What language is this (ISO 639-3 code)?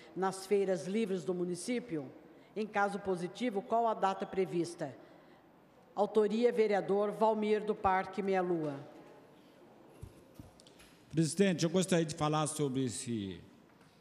por